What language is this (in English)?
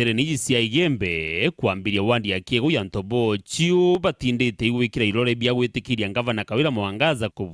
Meru